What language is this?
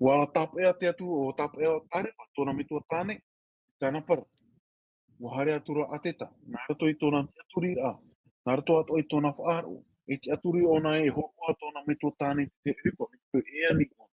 Tahitian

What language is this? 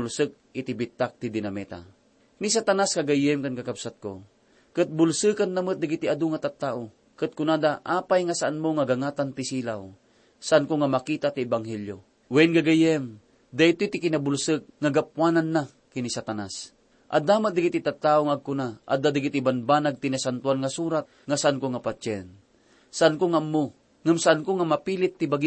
Iloko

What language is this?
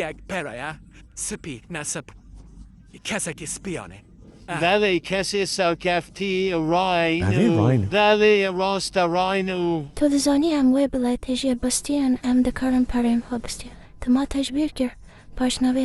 Kurdish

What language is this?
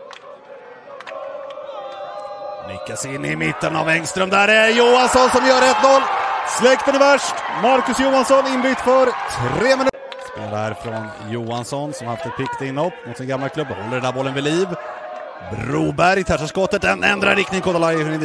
Swedish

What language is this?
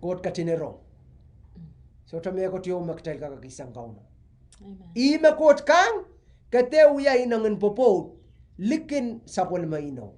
Pohnpeian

